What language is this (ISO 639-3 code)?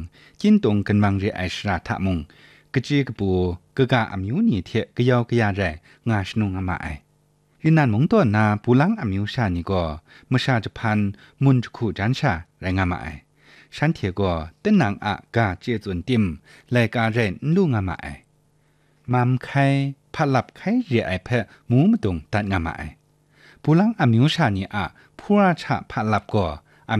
kac